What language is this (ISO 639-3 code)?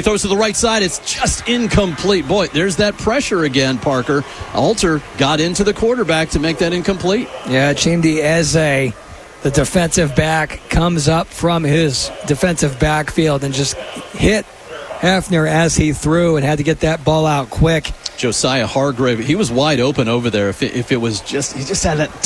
eng